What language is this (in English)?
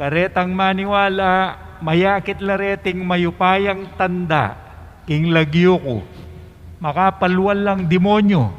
Pampanga